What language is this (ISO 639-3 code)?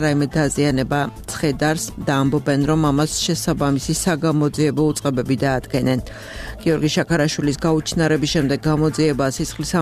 kat